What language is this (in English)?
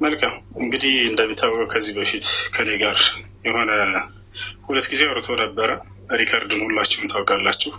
Amharic